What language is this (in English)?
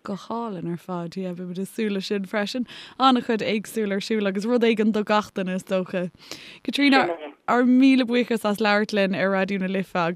Irish